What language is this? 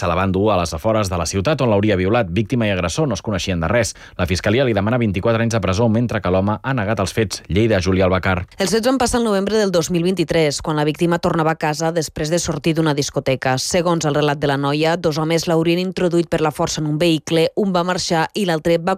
Catalan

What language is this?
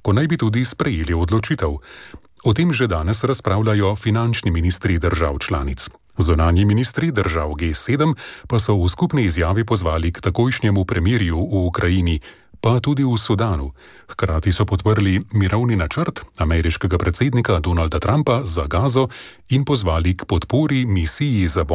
Slovenian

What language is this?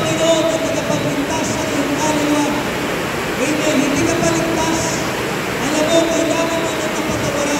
Filipino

